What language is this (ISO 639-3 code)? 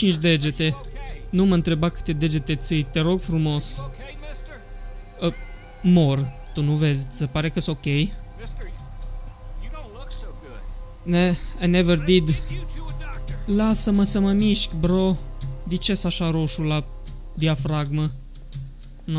ron